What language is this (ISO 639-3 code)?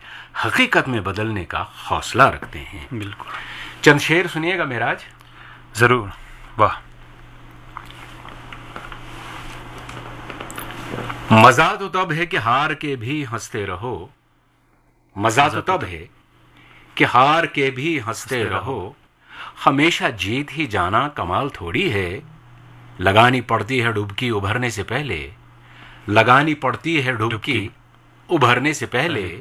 urd